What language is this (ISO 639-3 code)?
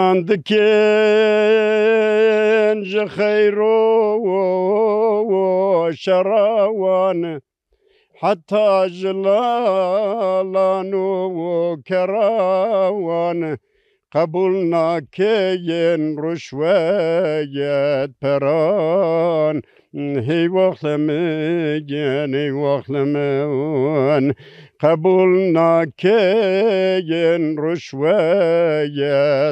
zza